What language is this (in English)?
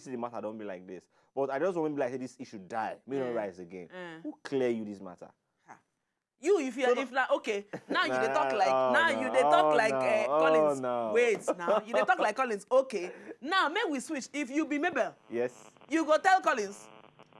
Nigerian Pidgin